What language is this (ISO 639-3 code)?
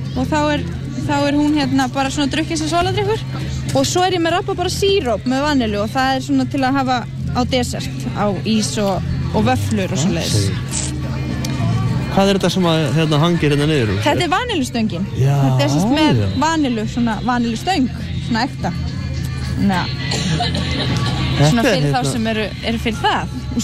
isl